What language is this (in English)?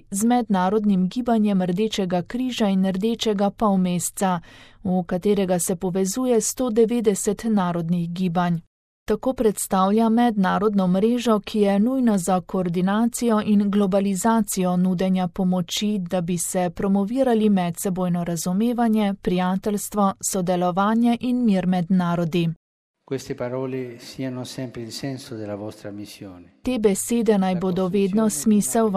Slovenian